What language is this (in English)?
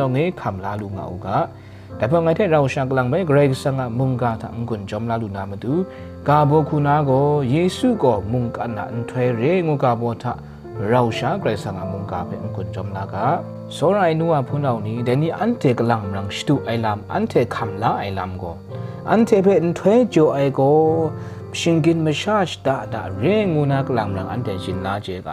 Kachin